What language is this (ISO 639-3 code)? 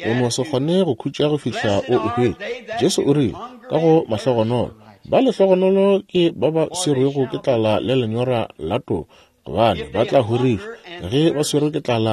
nso